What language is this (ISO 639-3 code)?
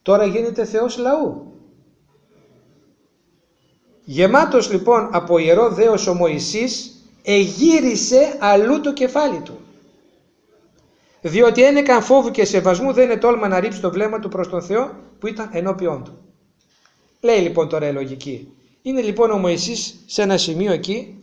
ell